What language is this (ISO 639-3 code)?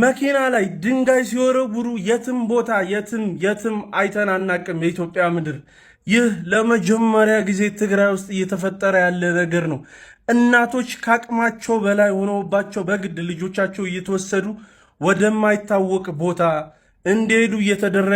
amh